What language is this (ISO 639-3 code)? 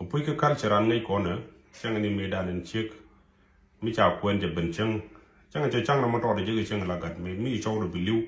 nus